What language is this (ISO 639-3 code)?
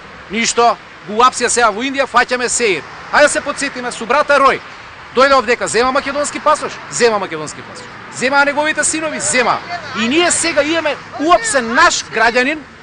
mkd